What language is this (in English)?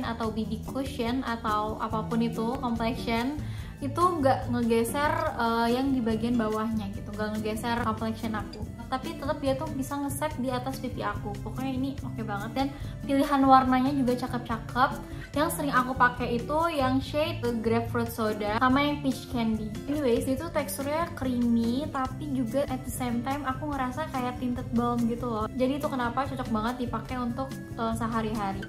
Indonesian